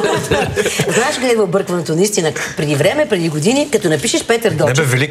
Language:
Bulgarian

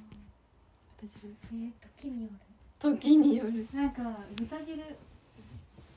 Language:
Japanese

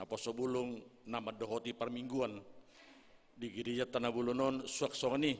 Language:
Batak Toba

